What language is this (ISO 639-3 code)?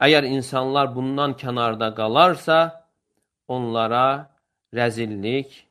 aze